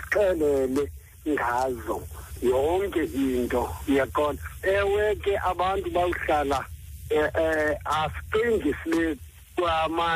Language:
Xhosa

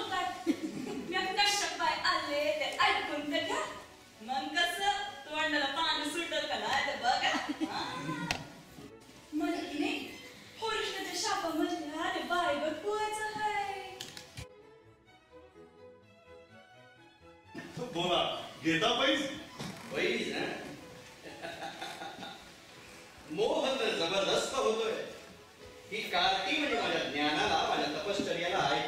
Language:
Marathi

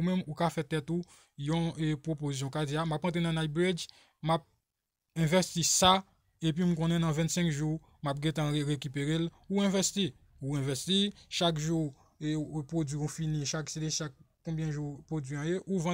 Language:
Haitian Creole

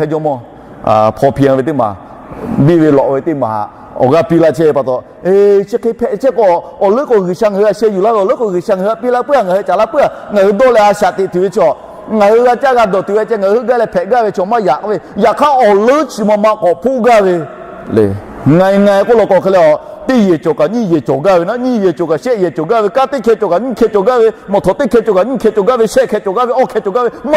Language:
Lahu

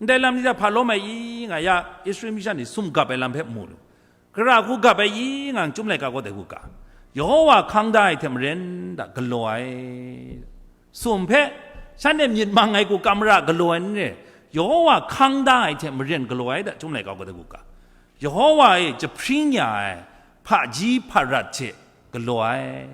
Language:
Kachin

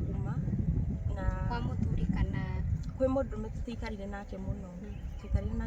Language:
Kikuyu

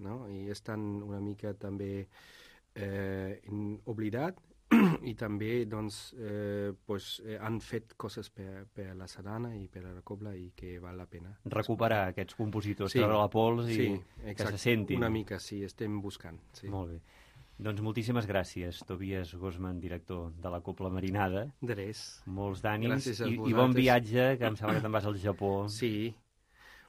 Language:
Catalan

